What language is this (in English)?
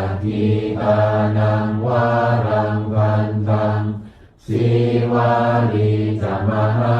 Pali